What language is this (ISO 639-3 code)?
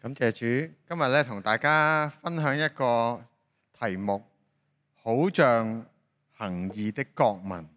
yue